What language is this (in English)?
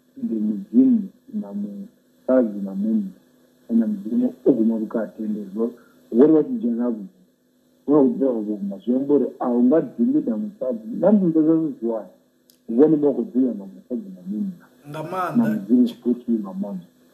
Venda